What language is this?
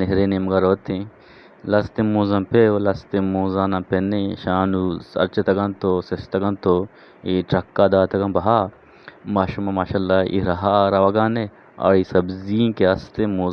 Eastern Balochi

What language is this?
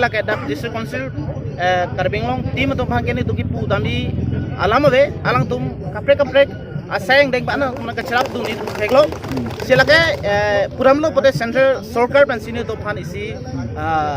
Karbi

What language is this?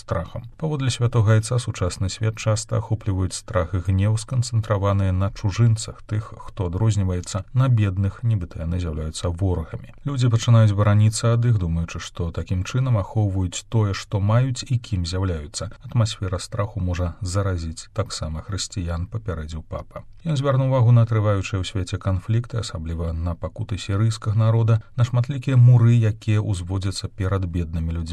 Belarusian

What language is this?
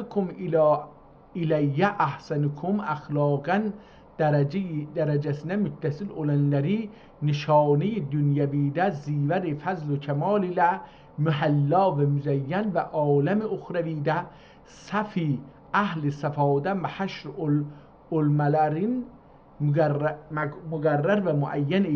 South Azerbaijani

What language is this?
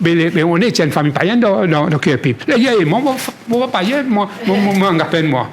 Morisyen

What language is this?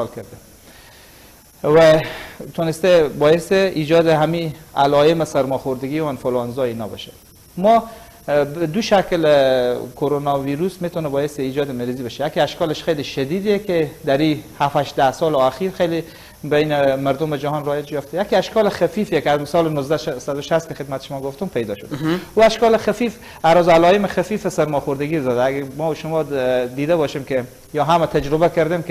Persian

